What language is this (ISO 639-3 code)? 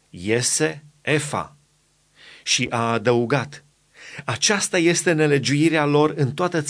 ron